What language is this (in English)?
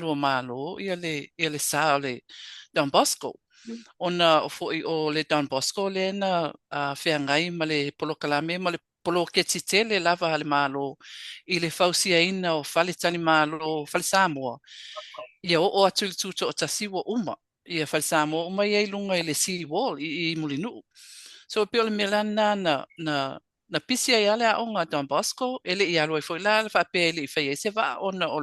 Samoan